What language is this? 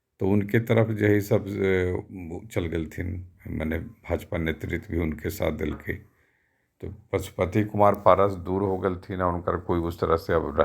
Magahi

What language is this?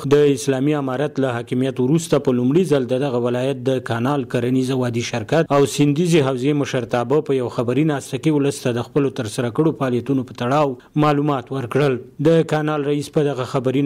Pashto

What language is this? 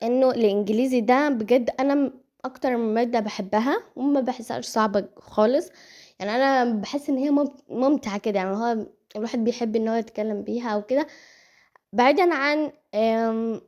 Egyptian Arabic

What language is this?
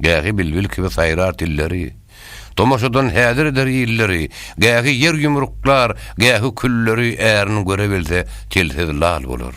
Turkmen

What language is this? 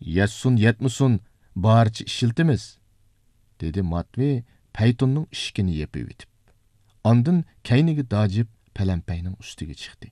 Uyghur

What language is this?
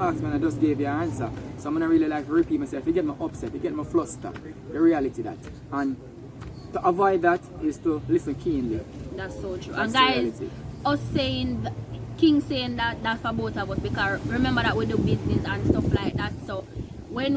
Jamaican Creole English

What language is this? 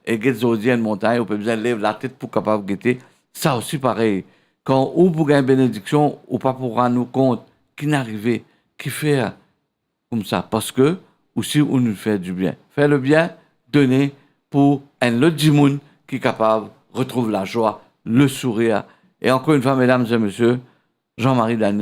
Morisyen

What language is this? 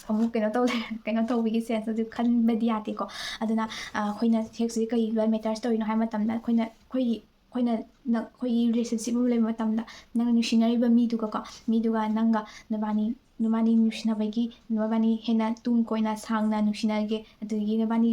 Manipuri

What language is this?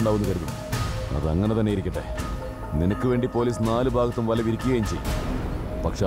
Malayalam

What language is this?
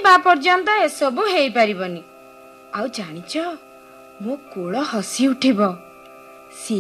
Odia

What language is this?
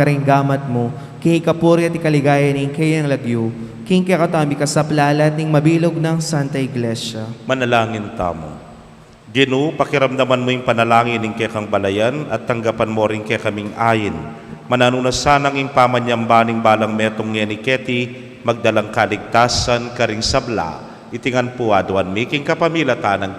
Pampanga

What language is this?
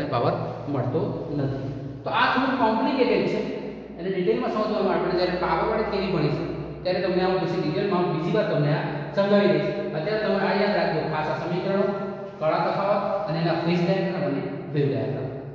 Gujarati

